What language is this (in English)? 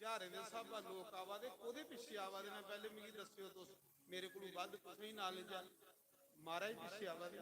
Dogri